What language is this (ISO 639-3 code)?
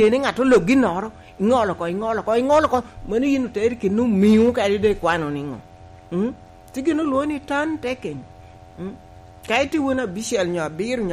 laj